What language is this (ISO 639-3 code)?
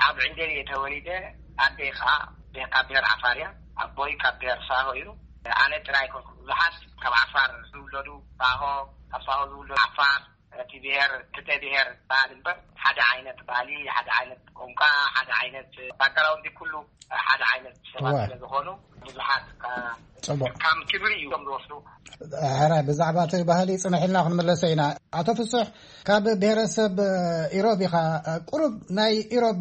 tir